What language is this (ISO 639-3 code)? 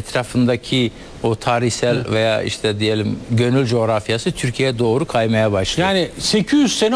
tur